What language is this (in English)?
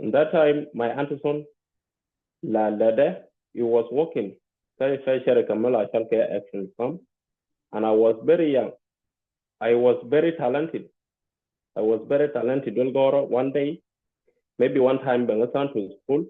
Nuer